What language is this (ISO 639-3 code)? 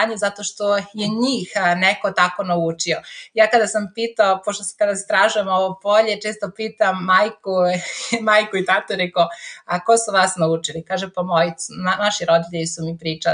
srp